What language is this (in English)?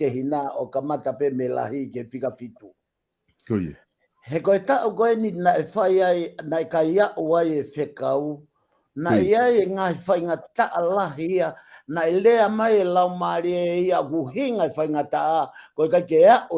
Tongan